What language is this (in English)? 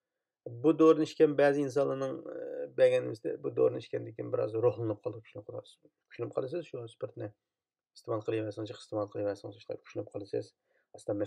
Uyghur